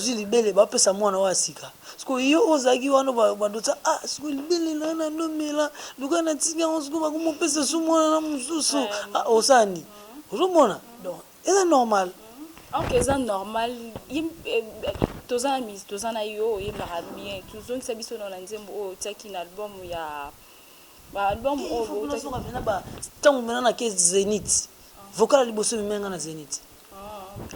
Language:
Lingala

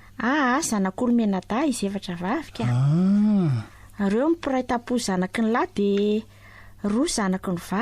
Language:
Malagasy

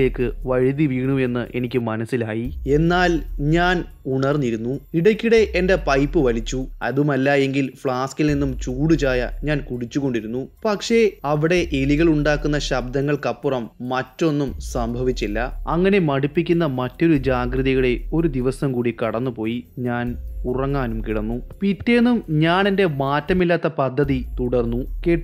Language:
Malayalam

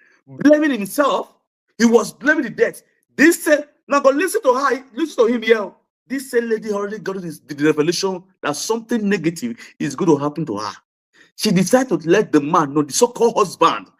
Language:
Nigerian Pidgin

